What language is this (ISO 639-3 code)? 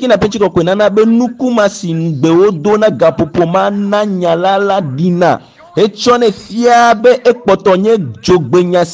ewe